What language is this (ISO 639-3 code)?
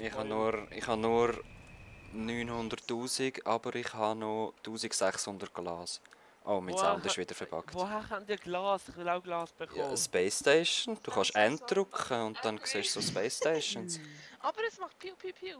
gsw